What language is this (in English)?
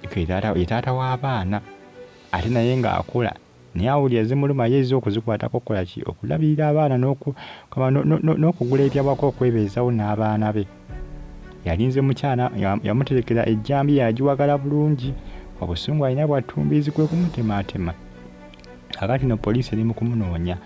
Ganda